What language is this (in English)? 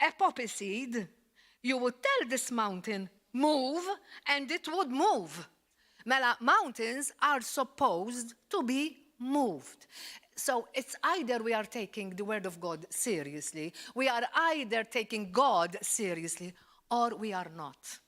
English